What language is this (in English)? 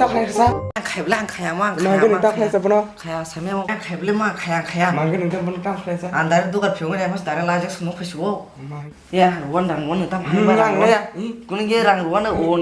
Kok Borok